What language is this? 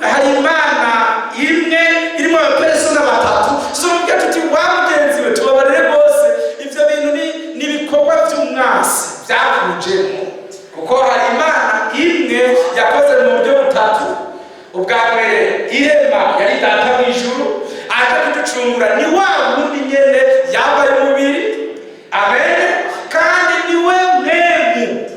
Rundi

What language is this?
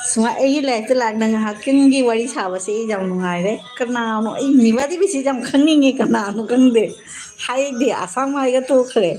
Manipuri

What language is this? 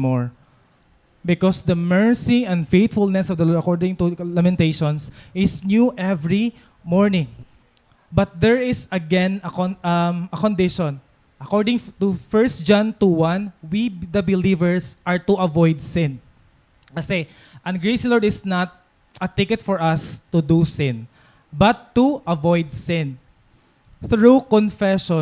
Waray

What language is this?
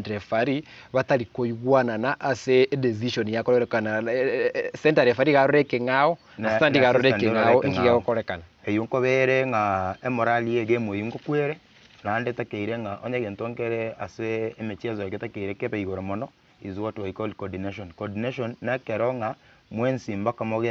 Gusii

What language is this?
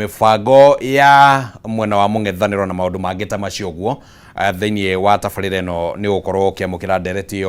Kikuyu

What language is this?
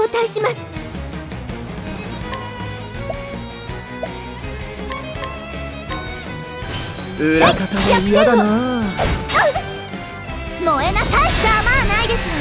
Japanese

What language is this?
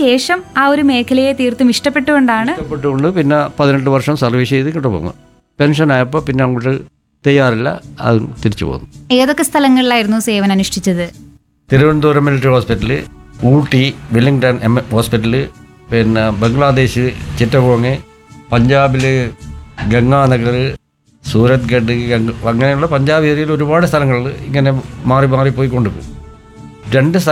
Malayalam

